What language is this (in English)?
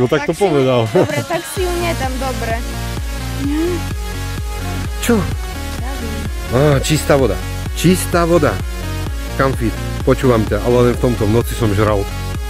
Slovak